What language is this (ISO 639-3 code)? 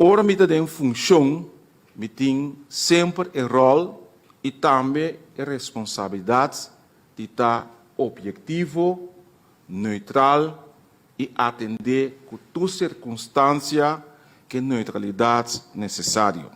pap